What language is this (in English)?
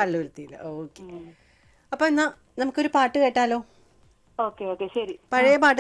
Malayalam